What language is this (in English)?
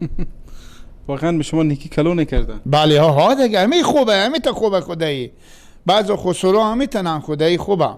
Persian